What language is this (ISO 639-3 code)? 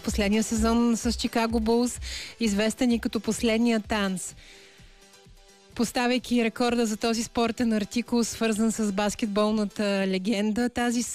bul